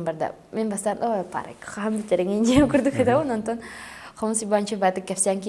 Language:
Yakut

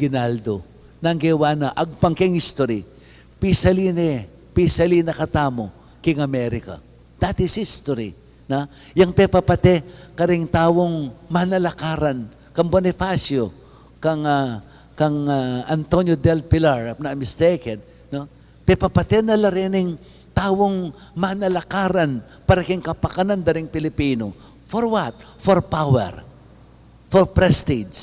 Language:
Pampanga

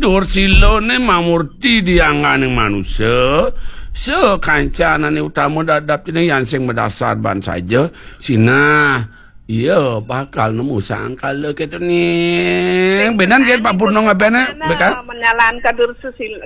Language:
Balinese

